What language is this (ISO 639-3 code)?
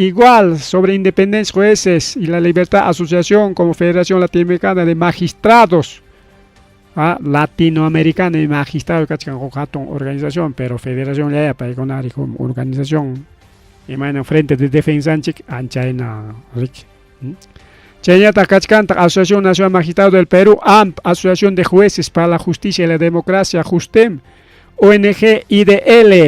quy